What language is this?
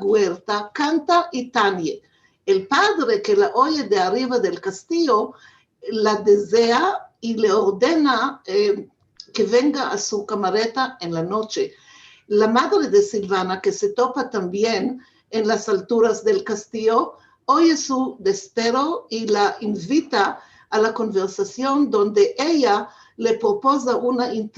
Ladino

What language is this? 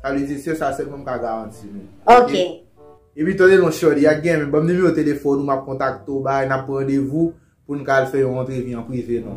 Haitian Creole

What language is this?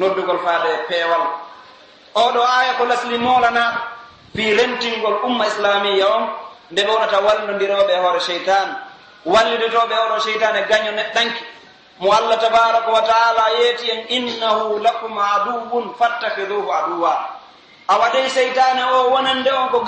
Pular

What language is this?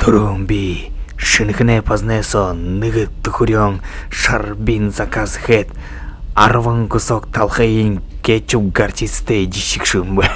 Buriat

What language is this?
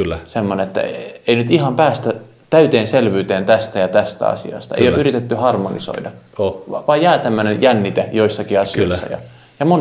Finnish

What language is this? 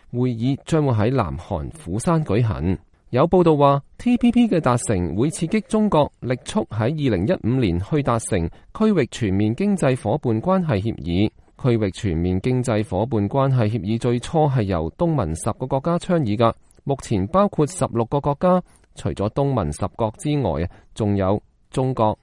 Cantonese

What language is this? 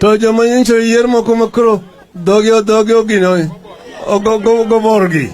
Luo (Kenya and Tanzania)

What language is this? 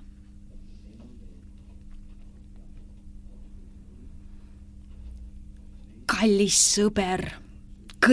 Estonian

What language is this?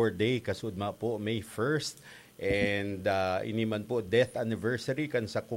Bikol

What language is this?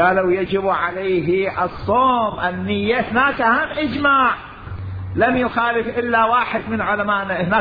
Mesopotamian Arabic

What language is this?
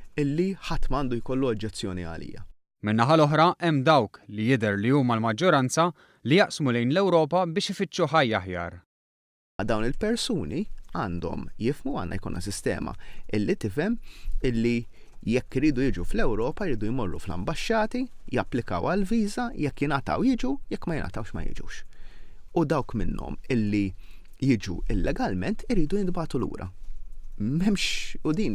Maltese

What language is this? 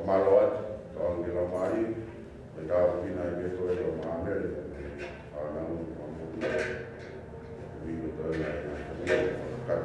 Tongan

